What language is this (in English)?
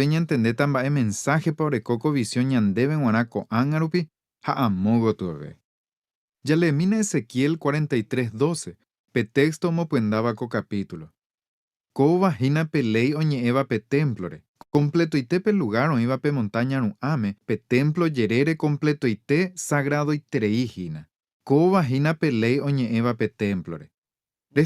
Guarani